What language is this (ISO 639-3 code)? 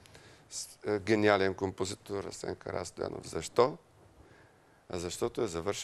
bul